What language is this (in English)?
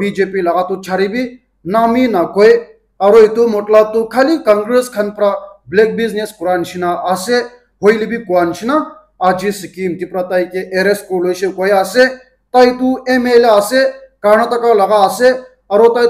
Naga Pidgin